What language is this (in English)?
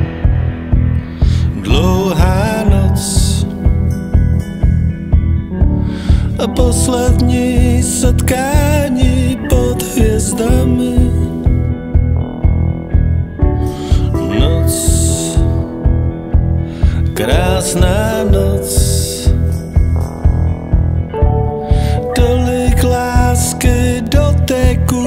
Czech